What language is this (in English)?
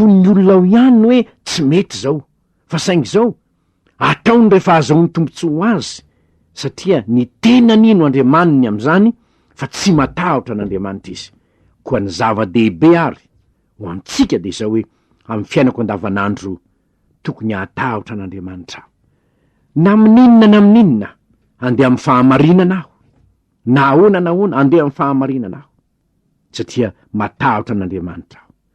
Malagasy